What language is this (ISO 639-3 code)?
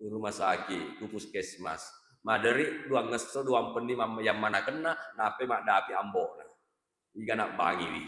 bug